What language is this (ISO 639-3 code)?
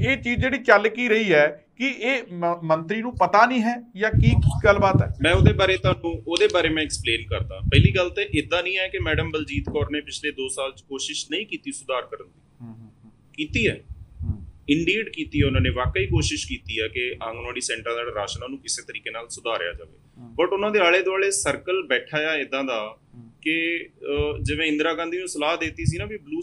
pan